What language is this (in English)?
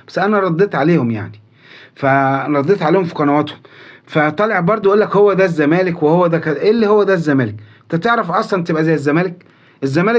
Egyptian Arabic